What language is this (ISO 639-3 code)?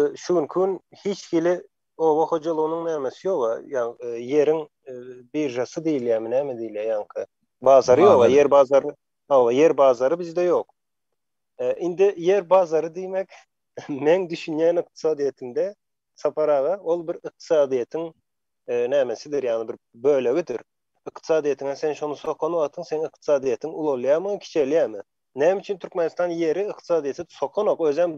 tuk